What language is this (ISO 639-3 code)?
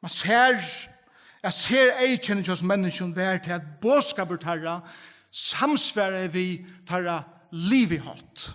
fao